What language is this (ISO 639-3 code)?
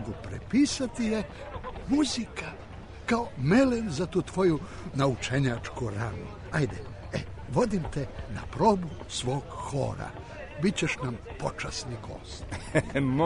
srp